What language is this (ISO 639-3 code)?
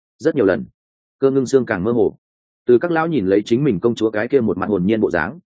vie